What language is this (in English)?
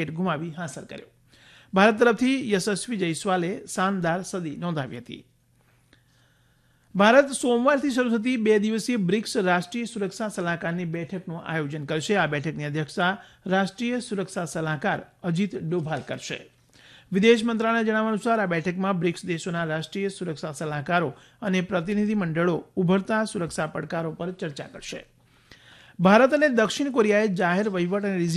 Gujarati